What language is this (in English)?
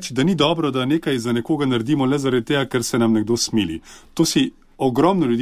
Slovenian